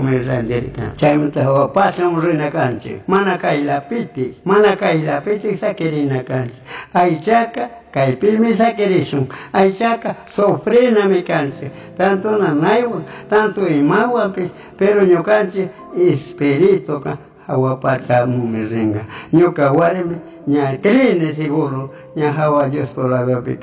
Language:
Chimborazo Highland Quichua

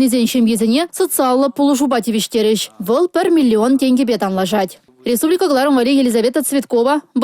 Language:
Chuvash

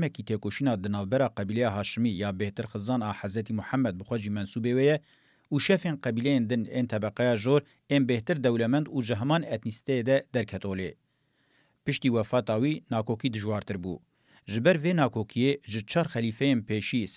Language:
Kurdish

